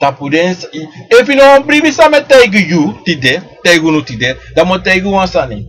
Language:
Sranan Tongo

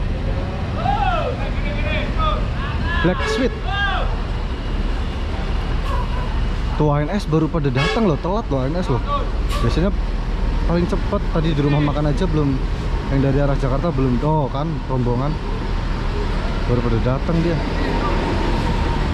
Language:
Indonesian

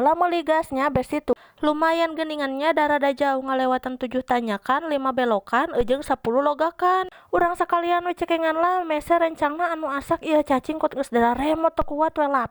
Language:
Sundanese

